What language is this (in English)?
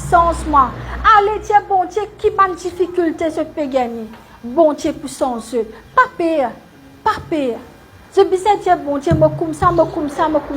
Morisyen